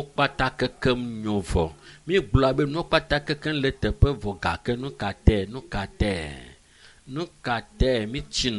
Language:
Ewe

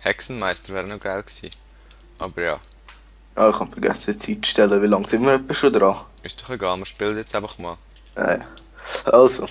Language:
Swiss German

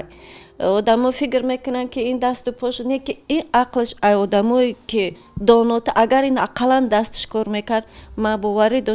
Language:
Tajik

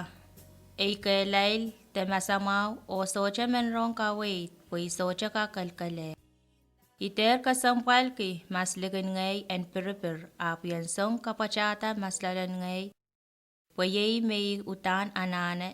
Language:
Pohnpeian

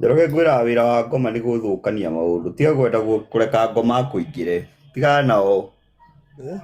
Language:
Kikuyu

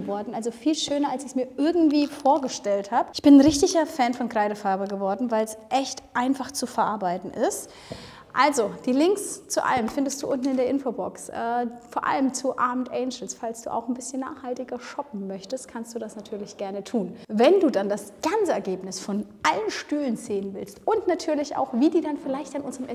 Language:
German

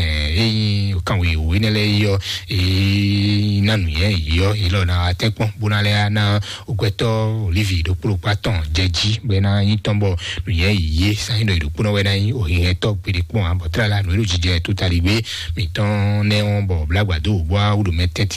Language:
Fon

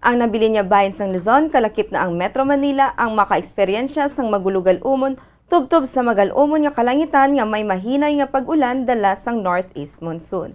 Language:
Hiligaynon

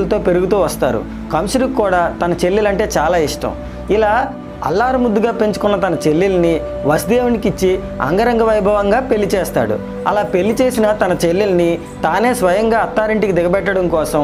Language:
Telugu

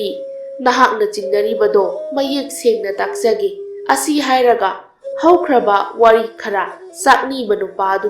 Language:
Manipuri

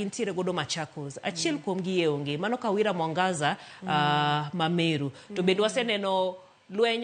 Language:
Luo (Kenya and Tanzania)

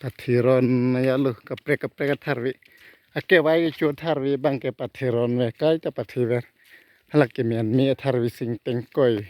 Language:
Karbi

